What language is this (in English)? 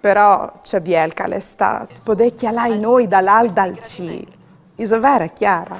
Friulian